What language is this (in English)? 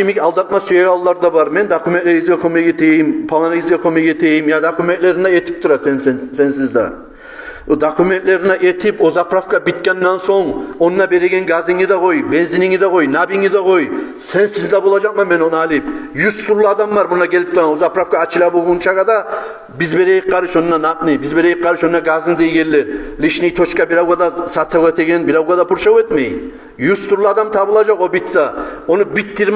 Kumyk